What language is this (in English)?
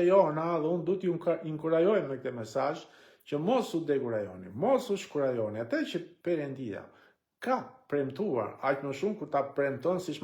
Albanian